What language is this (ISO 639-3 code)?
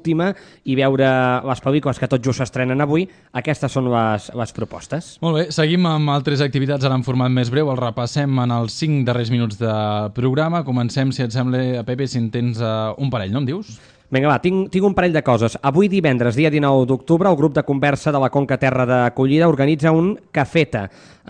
cat